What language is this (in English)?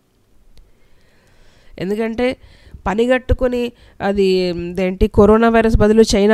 Telugu